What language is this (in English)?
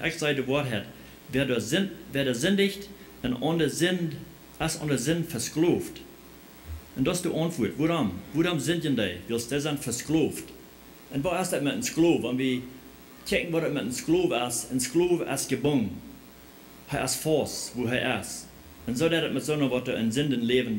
Plautdietsch